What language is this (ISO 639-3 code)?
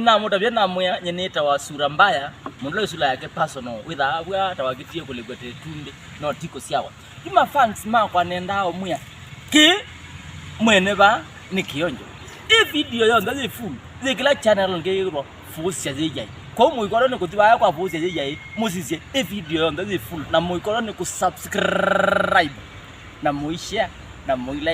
kam